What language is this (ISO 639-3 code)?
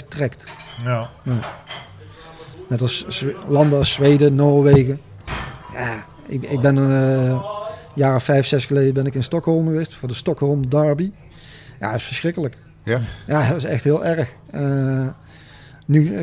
nld